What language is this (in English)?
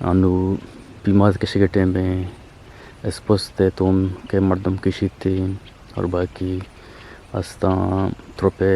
Eastern Balochi